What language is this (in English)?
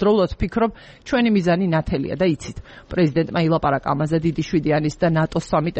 Georgian